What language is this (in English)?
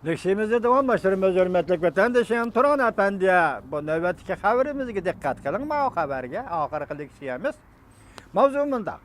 Uyghur